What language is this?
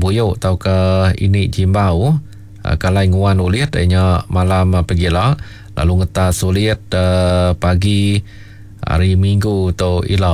Iban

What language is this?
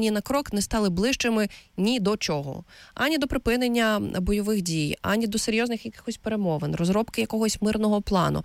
Ukrainian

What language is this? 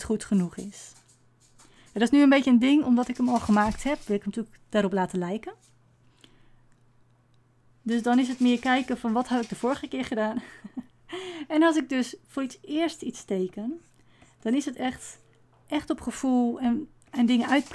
Dutch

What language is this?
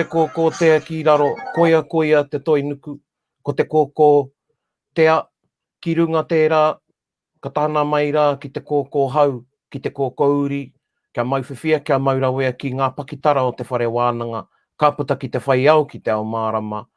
Māori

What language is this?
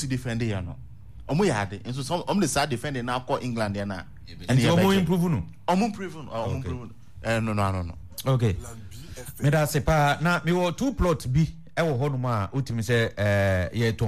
Akan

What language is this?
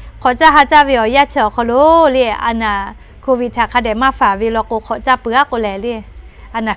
Lahu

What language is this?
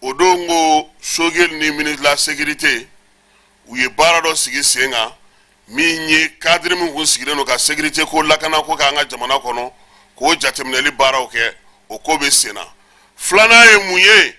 Bambara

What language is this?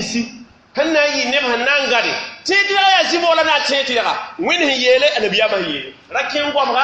Mossi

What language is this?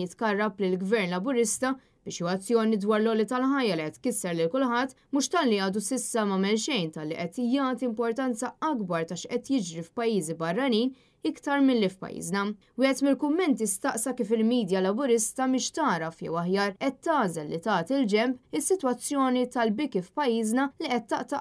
Maltese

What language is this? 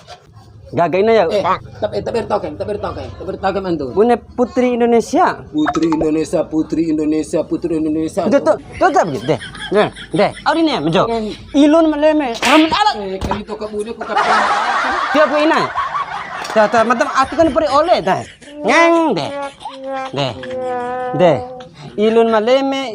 Bima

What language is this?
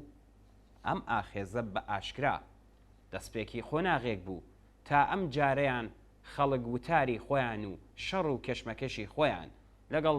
Central Kurdish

